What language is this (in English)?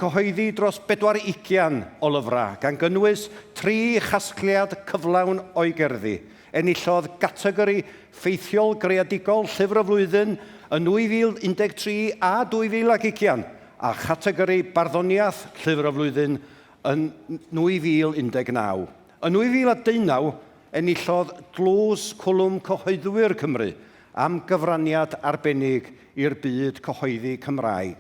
Welsh